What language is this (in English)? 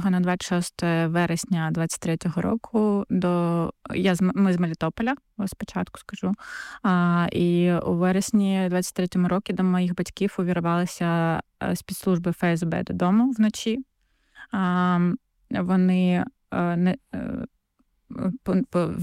Ukrainian